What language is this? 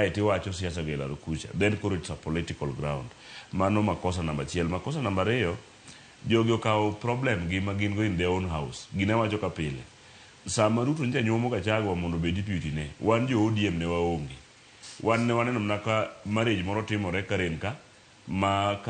Luo (Kenya and Tanzania)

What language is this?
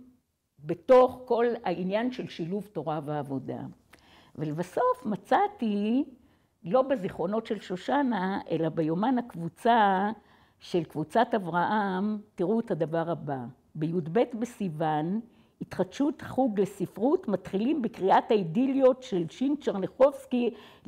Hebrew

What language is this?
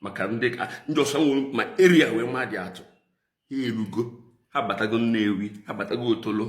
Igbo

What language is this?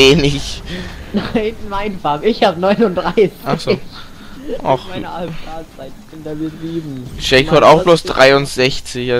German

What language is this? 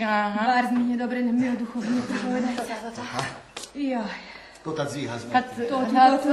Rusyn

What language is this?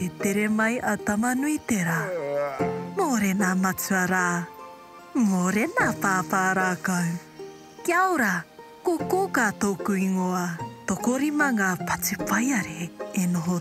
Māori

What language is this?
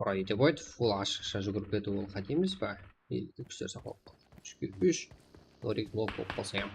Kara-Kalpak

